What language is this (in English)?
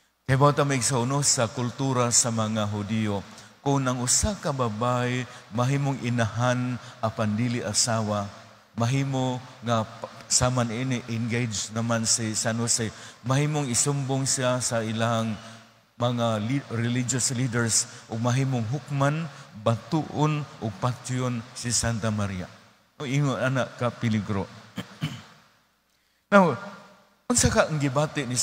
Cebuano